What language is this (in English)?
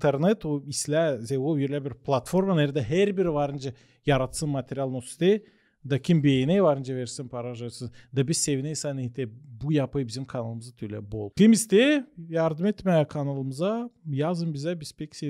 Gagauz